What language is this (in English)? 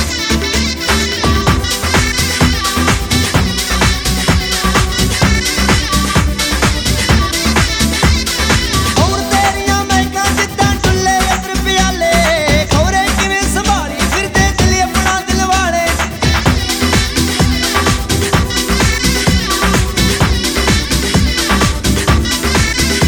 Punjabi